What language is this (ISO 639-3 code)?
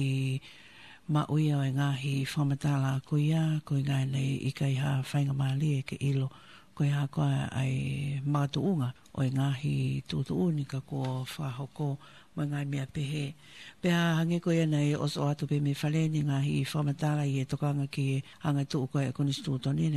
ton